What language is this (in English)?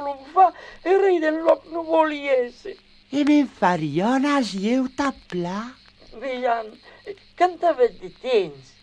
Occitan